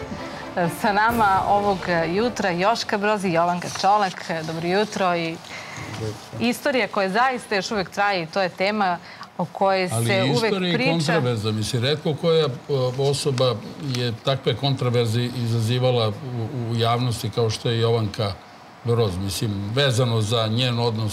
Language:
Serbian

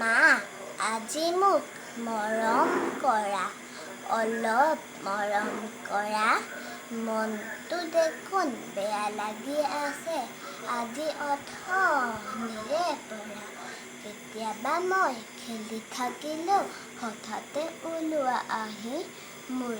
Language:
Assamese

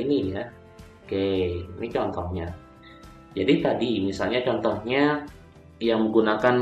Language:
Indonesian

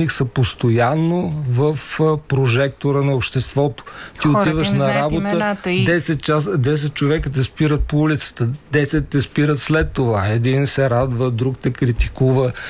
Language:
Bulgarian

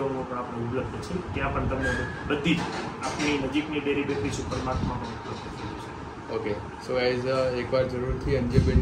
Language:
Gujarati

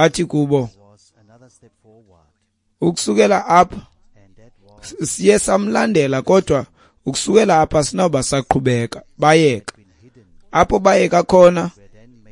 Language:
Xhosa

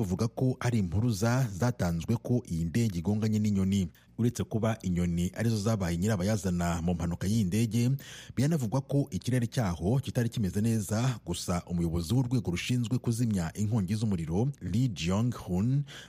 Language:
Kinyarwanda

